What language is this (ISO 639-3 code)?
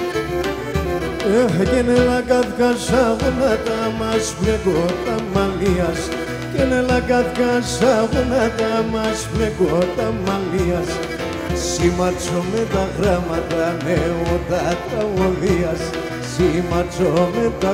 ell